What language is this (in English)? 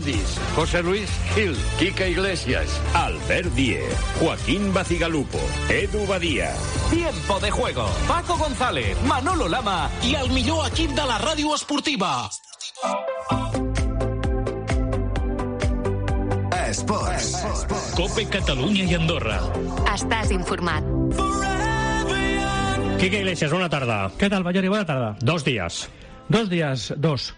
Catalan